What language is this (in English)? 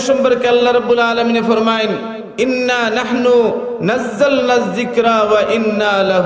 Sylheti